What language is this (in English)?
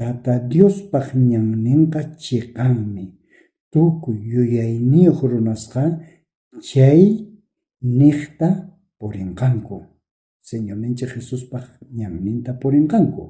South Bolivian Quechua